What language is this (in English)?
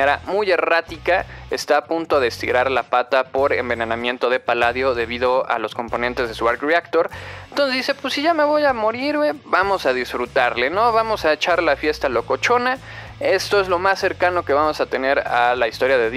Spanish